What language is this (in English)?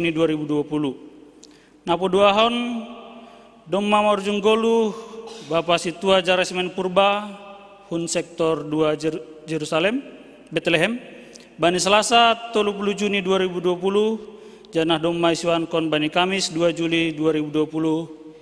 Batak Simalungun